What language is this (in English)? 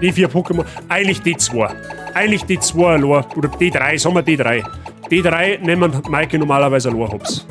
Bavarian